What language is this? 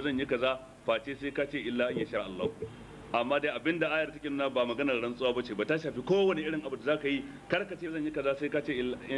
Hausa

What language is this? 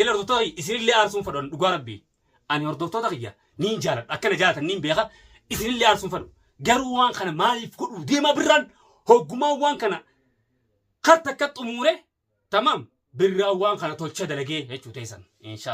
Oromo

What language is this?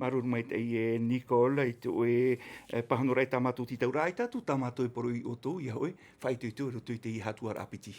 Tahitian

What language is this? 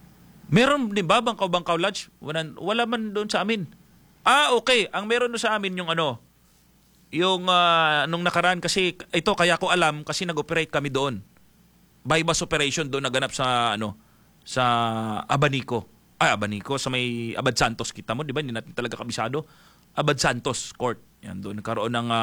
Filipino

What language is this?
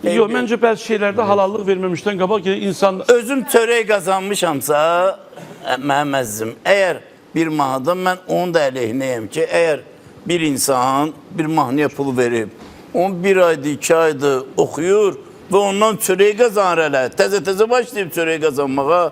Azerbaijani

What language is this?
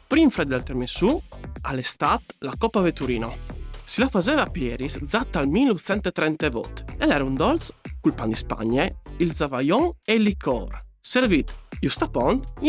Friulian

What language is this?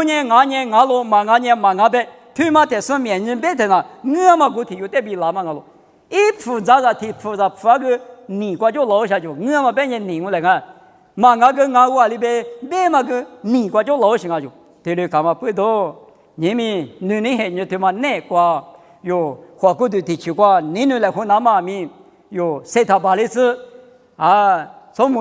Lisu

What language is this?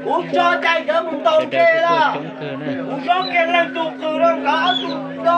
Hmong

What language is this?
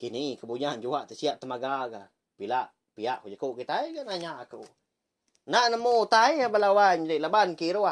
Iban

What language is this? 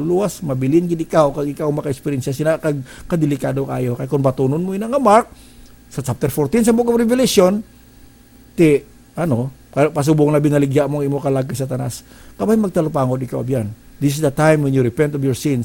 Hiligaynon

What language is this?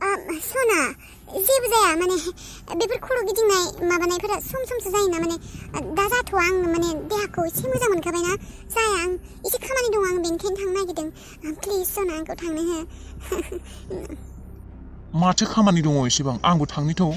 Bodo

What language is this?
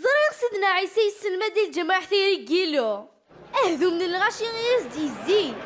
Kabyle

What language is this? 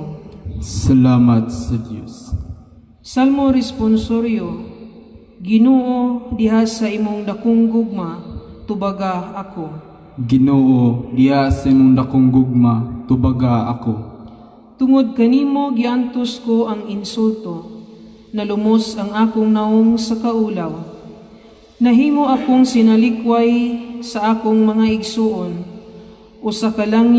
Cebuano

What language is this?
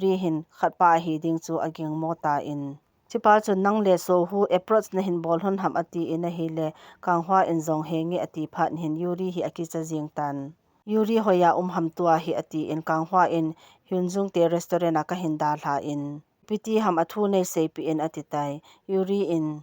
Thado Chin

